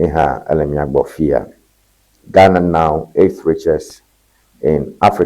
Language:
Ewe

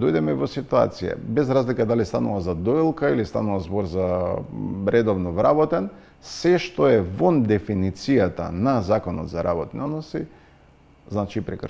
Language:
Macedonian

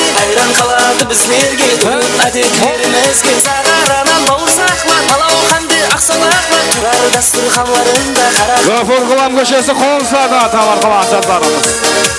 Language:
Kara-Kalpak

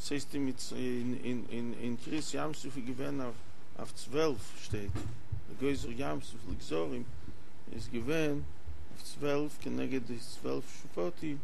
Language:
Yiddish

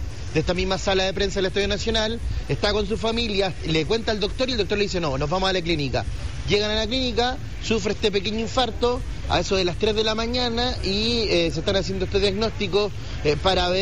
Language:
Spanish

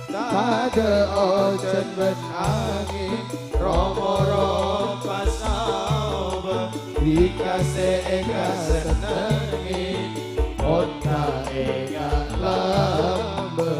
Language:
Madurese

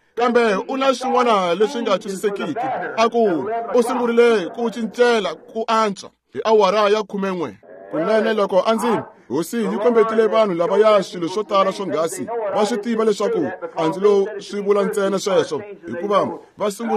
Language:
Tsonga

